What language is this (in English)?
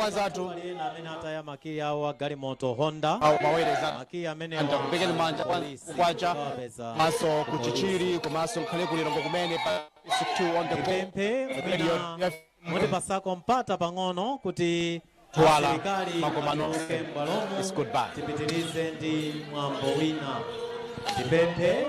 Nyanja